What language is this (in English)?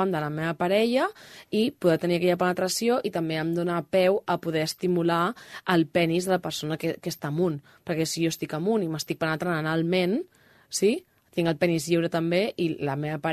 Catalan